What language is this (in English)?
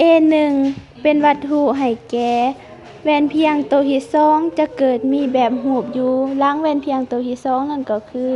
Lao